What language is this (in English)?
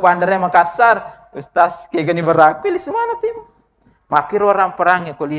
Buginese